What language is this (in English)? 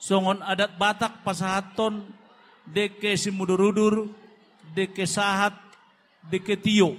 Batak Toba